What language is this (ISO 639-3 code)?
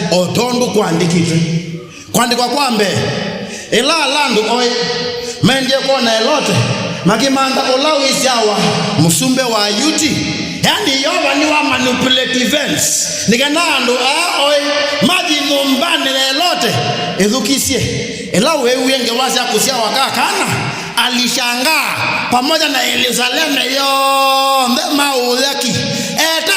kam